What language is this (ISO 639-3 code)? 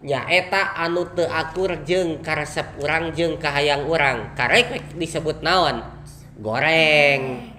sun